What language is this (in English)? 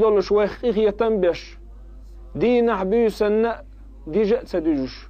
Chechen